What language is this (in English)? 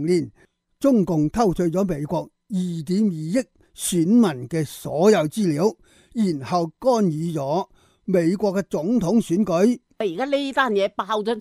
Cantonese